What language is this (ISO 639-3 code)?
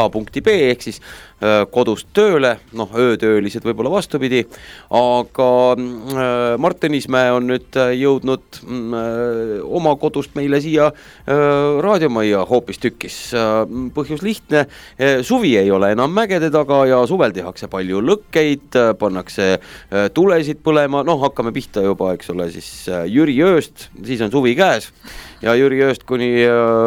est